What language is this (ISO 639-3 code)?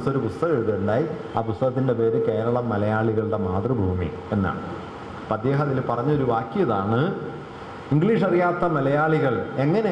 mal